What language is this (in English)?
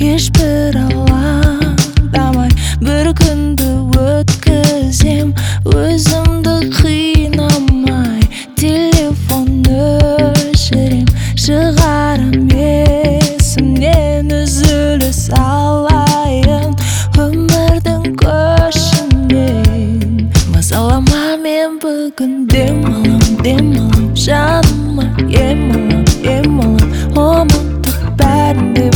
Kazakh